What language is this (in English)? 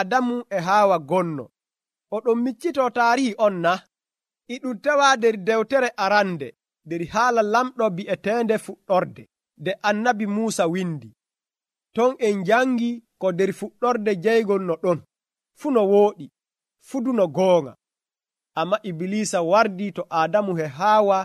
Nigerian Fulfulde